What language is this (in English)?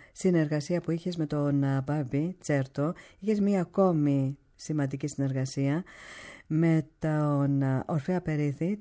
Greek